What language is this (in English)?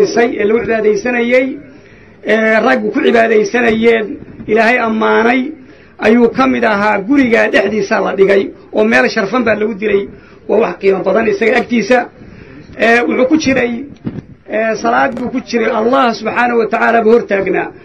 Somali